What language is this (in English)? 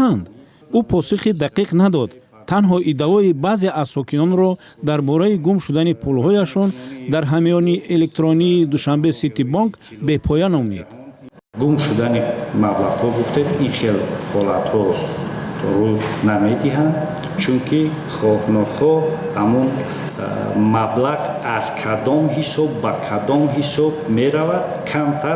Tajik